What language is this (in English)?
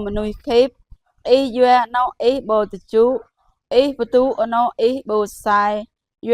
Jarai